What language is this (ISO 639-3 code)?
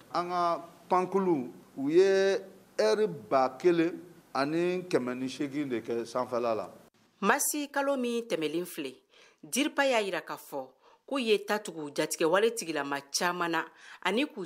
bam